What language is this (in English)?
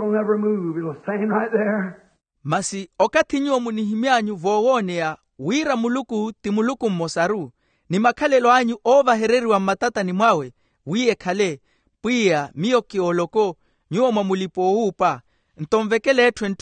Makhuwa